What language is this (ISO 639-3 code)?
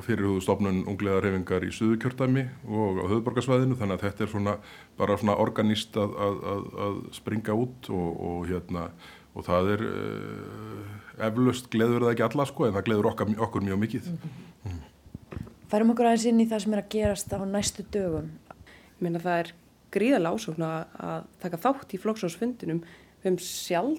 isl